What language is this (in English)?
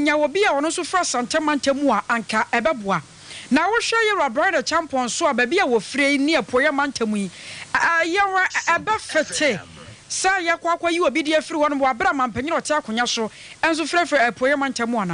Akan